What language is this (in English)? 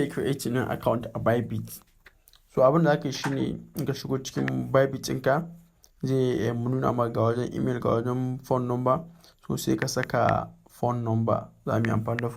Hausa